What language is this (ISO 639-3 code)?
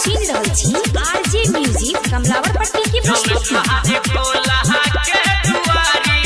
mai